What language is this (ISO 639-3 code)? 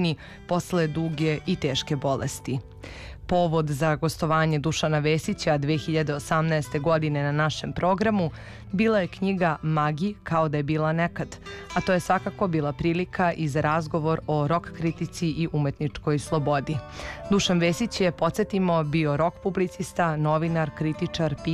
srp